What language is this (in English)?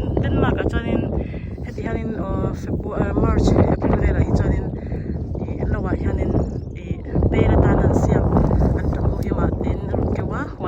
Mizo